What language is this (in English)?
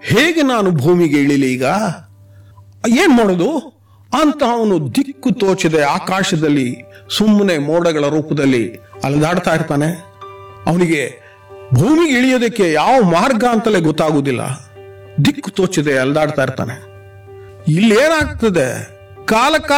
Kannada